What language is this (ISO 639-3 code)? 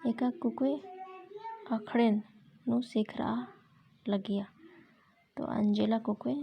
kru